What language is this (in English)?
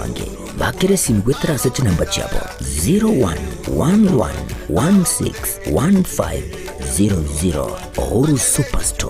Gusii